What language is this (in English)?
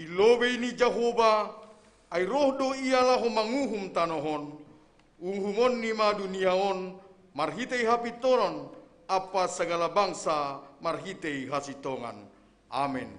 Batak Simalungun